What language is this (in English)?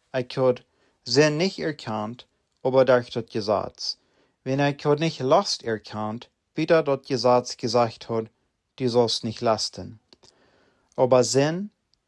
Plautdietsch